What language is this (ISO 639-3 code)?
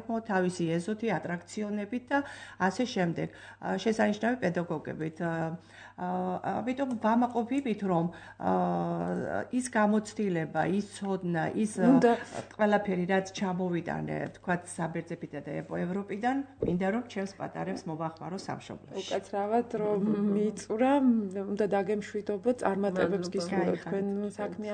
kat